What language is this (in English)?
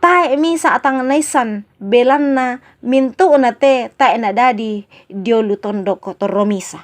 Toraja-Sa'dan